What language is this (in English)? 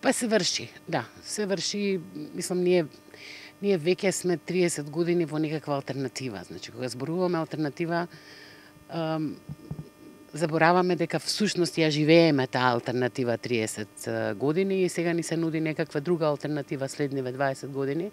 Macedonian